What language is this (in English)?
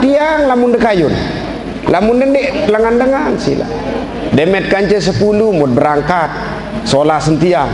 Sasak